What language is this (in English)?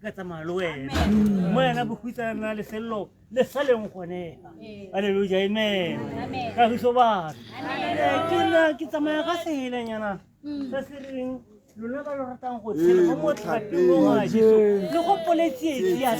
Tswana